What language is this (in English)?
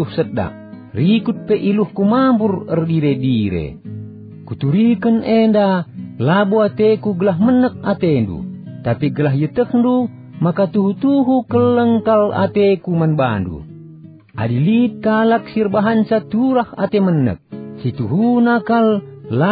Batak Karo